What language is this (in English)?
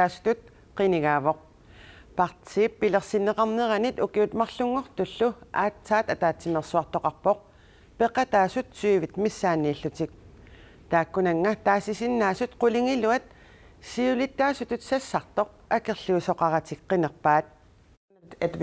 Kalaallisut